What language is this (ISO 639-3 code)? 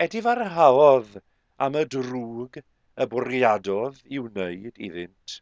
cym